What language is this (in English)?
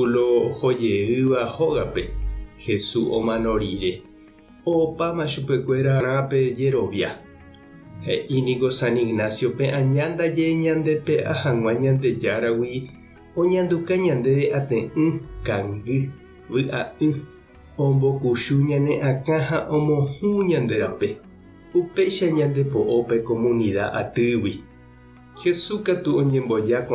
Guarani